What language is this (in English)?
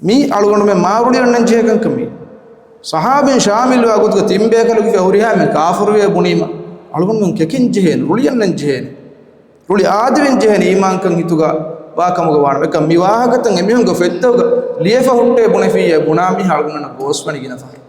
Divehi